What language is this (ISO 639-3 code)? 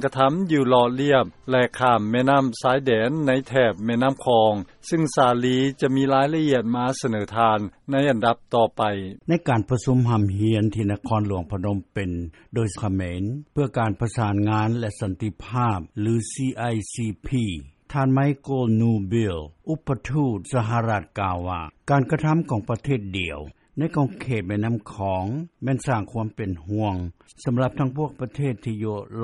lao